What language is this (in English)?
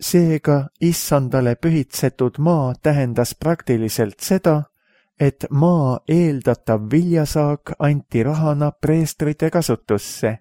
Estonian